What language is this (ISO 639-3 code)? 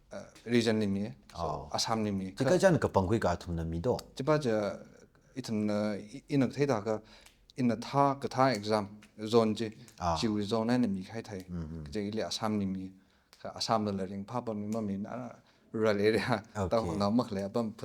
nmf